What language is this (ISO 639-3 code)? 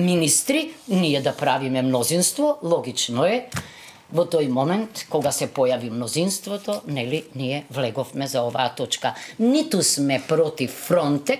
mkd